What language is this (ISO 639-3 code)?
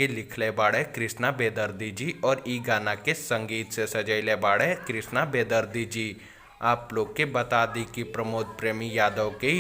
bho